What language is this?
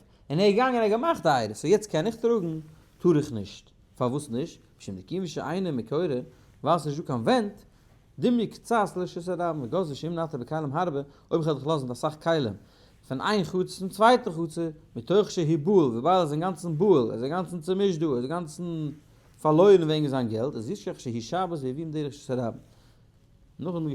Yiddish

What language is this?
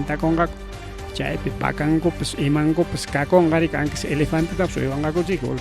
Ayacucho Quechua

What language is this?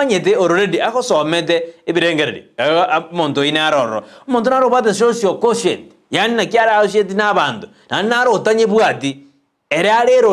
Gusii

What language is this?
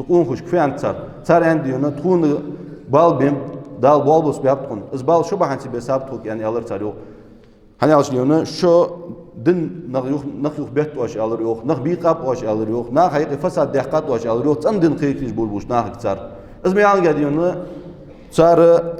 Ingush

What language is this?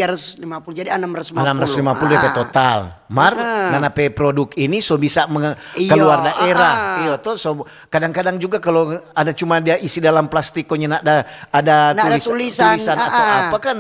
Manado Malay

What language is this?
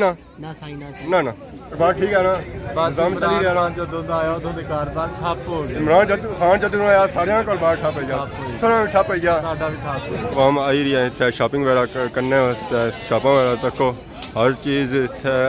Pahari-Potwari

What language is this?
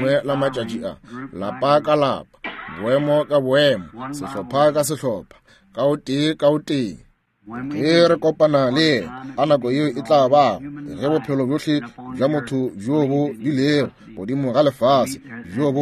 Northern Sotho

